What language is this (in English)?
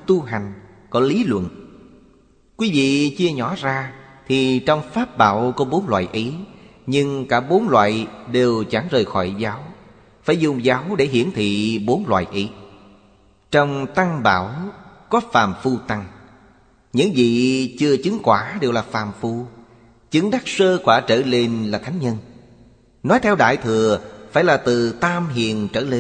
Vietnamese